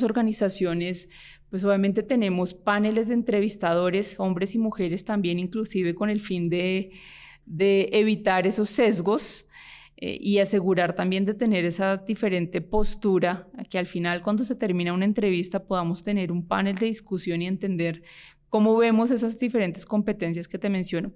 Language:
Spanish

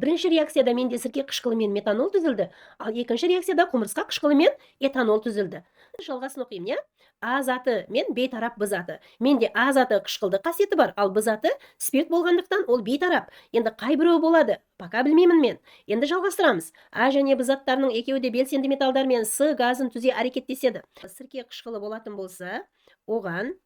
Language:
Kazakh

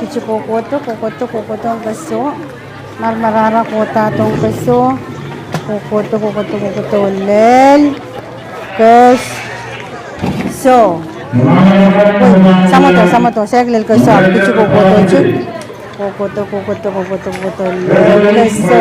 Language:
Pohnpeian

